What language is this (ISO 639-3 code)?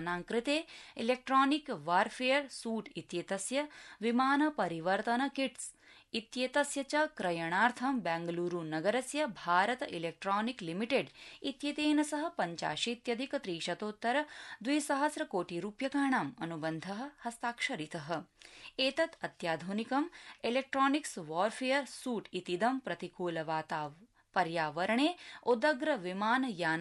san